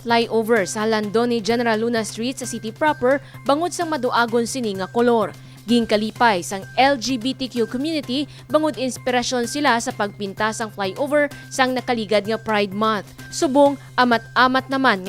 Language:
Hiligaynon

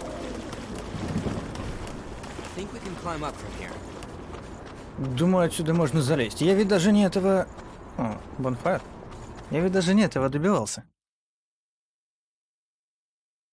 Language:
Russian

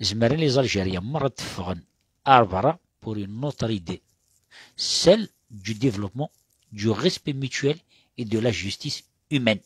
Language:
Kabyle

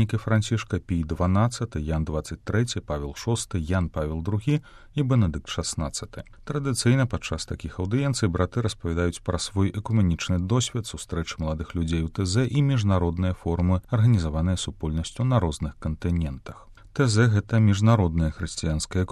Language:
Belarusian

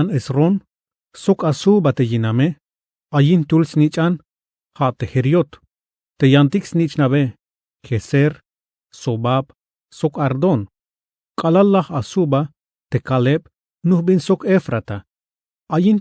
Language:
Tzeltal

